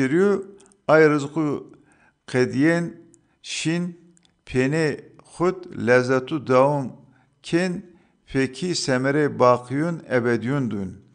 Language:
Zaza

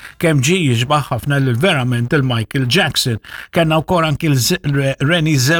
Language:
Maltese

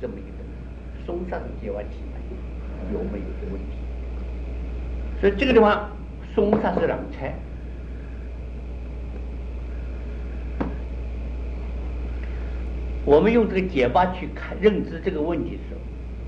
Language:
Chinese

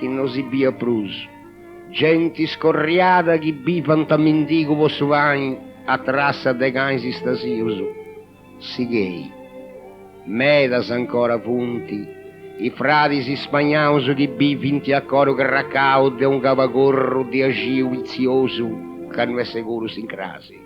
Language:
Sardinian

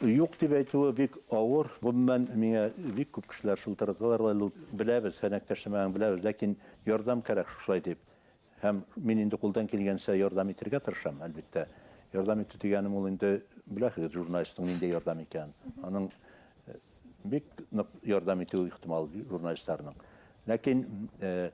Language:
Bashkir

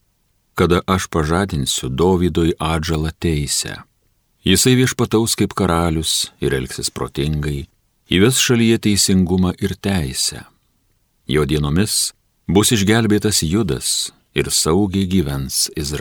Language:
Lithuanian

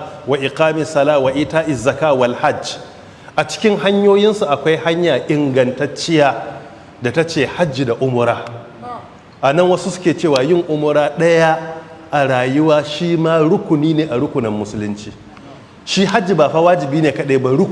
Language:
Hausa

